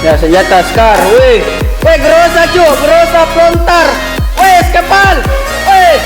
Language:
Makassar Malay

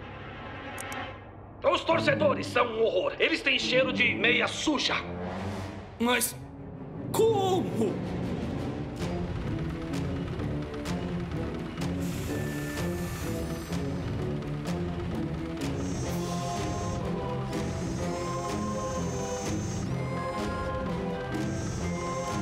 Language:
Portuguese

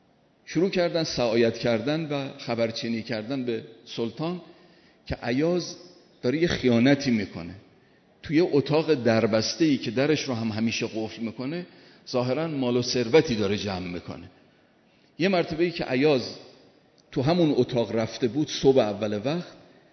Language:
Persian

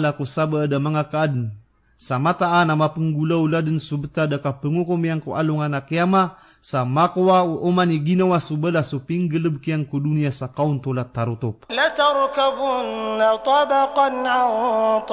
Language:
Maranao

